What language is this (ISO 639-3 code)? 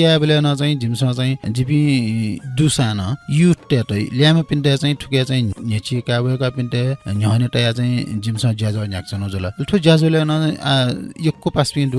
new